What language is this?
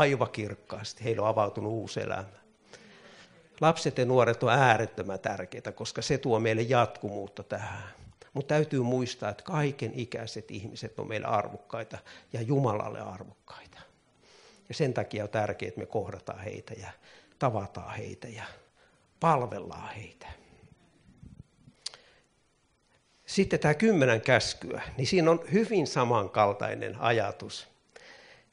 Finnish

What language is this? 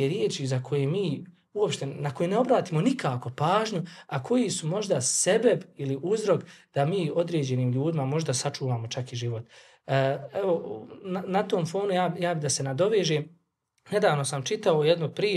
Bosnian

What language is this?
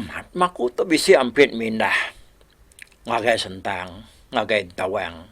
Iban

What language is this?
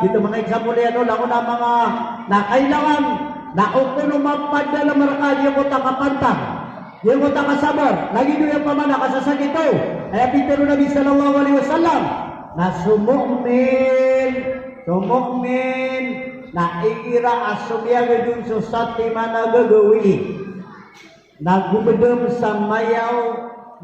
Maranao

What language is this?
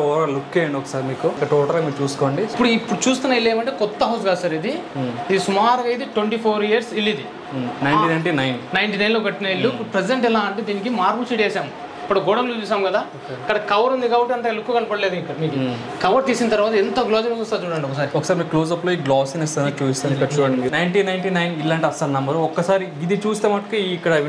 Telugu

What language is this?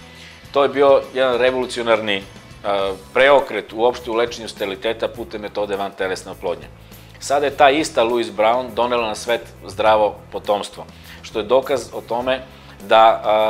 Serbian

